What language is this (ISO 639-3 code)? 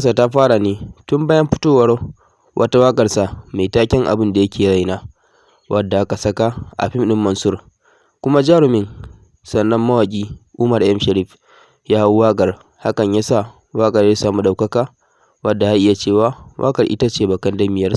hau